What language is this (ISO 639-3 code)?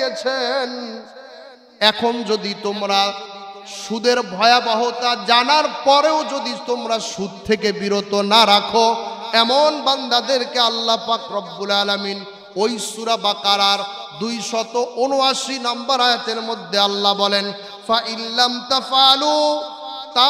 ben